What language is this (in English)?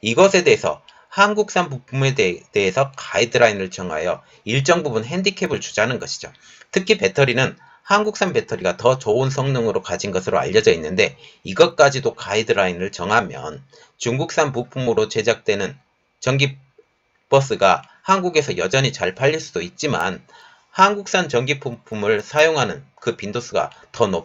Korean